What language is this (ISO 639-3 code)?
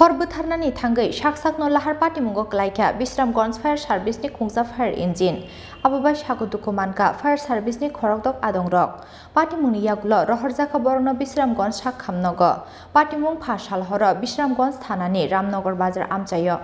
trp